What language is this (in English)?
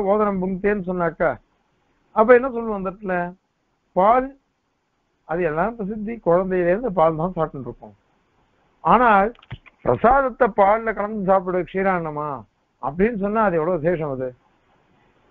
Tamil